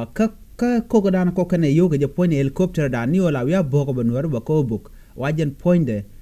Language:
Nuer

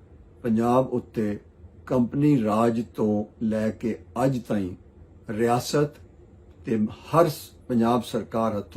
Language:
Western Panjabi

